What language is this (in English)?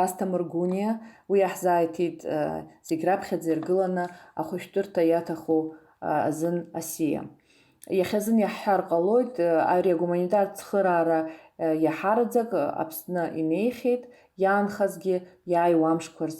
Abkhazian